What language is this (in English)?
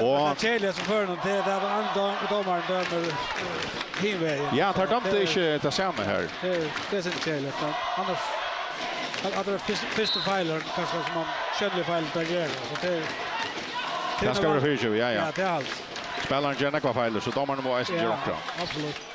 Faroese